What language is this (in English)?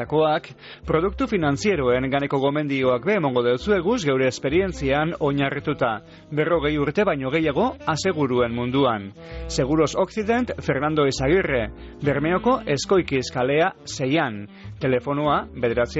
Basque